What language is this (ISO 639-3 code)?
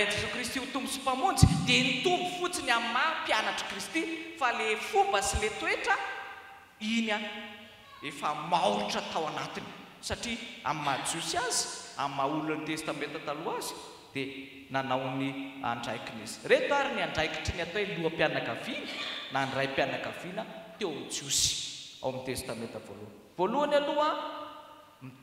mlg